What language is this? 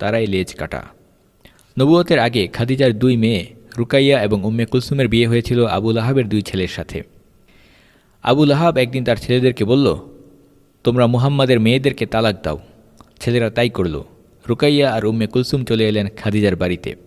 Bangla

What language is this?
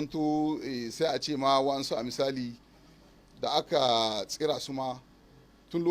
Hausa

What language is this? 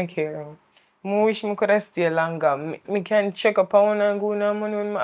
Jamaican Creole English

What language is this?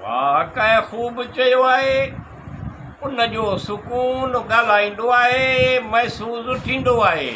Sindhi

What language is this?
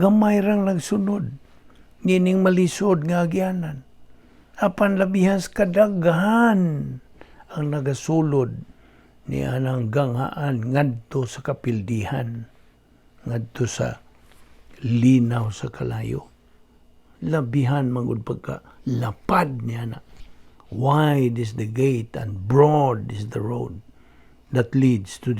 Cebuano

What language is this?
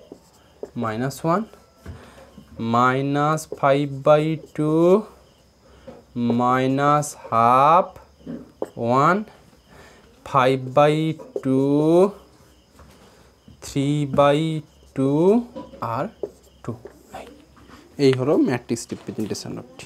Bangla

